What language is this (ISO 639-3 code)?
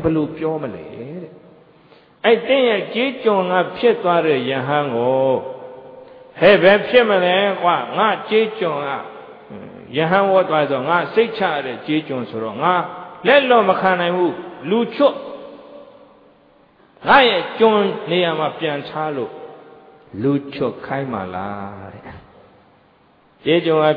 mya